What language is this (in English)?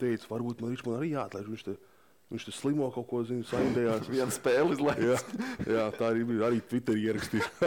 Latvian